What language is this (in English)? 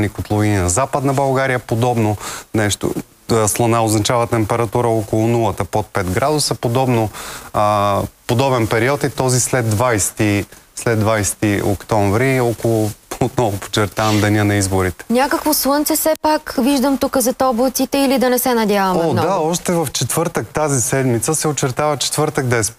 Bulgarian